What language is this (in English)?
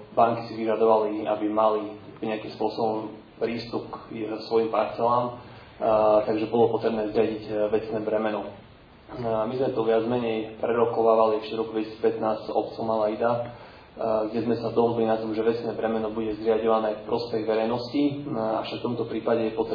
Slovak